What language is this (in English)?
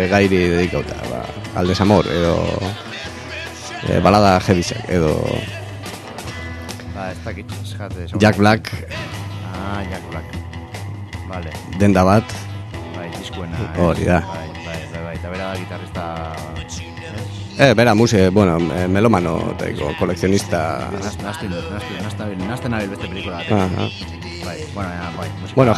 Basque